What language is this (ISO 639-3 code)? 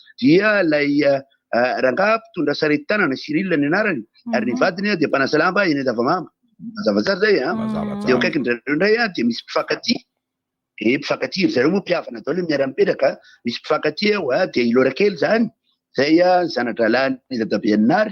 mlg